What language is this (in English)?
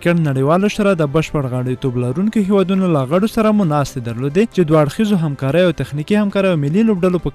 Pashto